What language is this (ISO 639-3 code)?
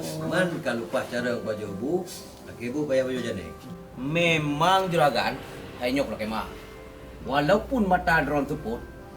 ace